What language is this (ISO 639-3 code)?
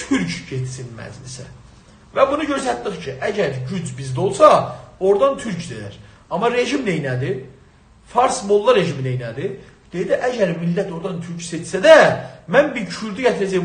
azb